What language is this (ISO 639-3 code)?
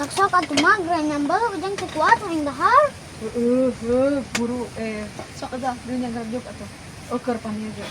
sun